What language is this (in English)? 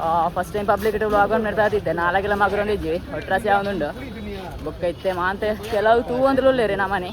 Tulu